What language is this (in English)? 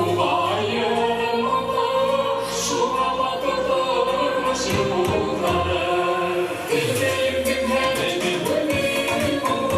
Bashkir